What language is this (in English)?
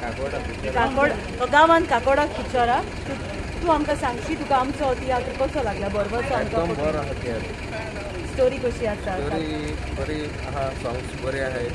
Konkani